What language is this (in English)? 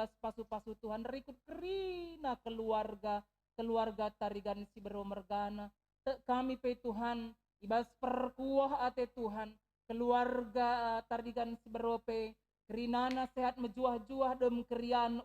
Batak Karo